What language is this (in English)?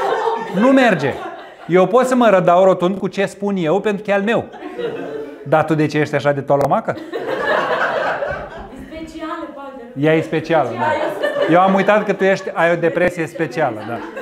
Romanian